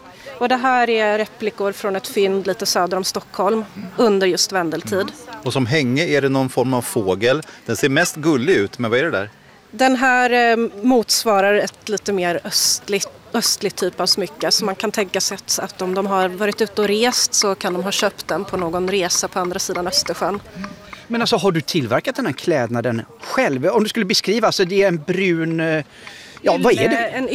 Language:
Swedish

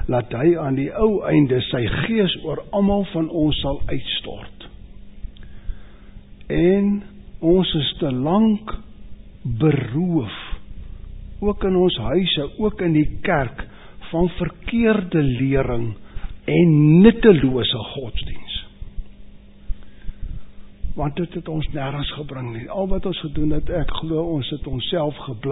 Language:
Afrikaans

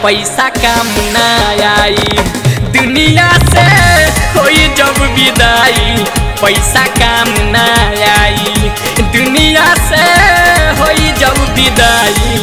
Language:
Bhojpuri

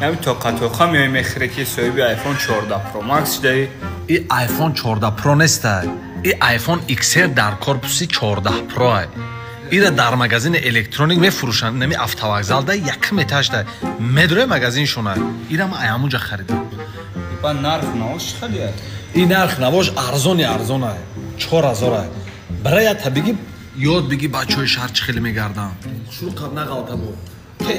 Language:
Tajik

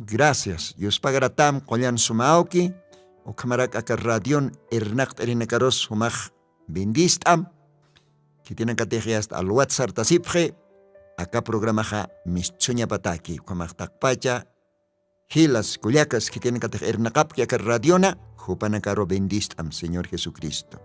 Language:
Aymara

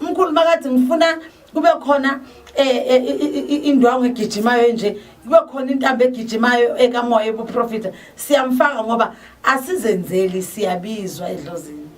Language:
Zulu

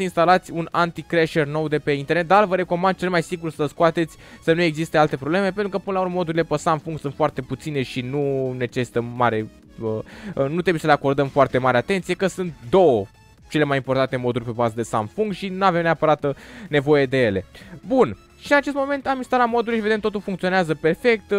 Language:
Romanian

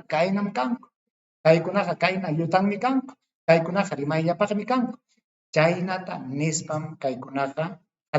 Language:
Ayacucho Quechua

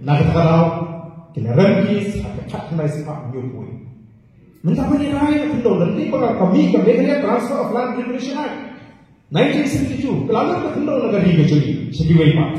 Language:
Khasi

